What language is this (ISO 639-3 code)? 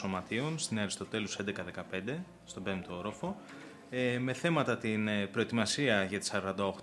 ell